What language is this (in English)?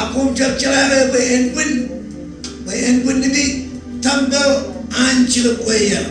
Marshallese